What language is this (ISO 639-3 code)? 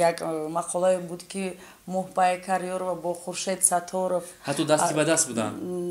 tgk